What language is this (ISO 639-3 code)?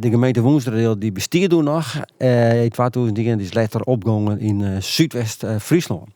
fry